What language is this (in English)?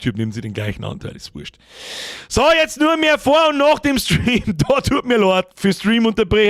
Bavarian